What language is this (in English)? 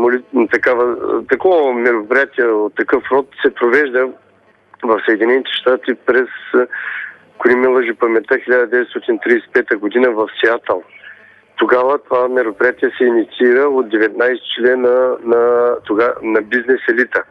Bulgarian